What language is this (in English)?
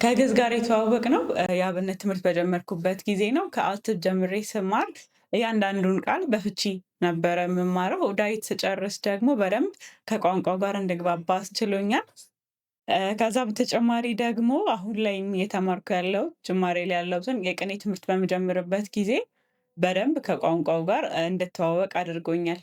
Amharic